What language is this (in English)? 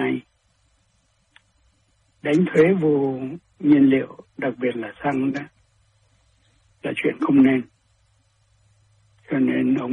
Vietnamese